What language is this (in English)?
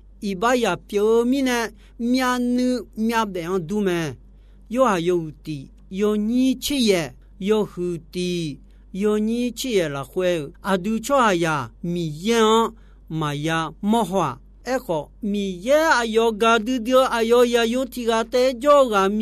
Akha